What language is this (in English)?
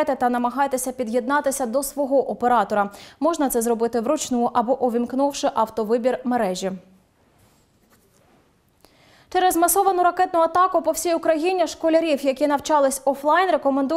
Ukrainian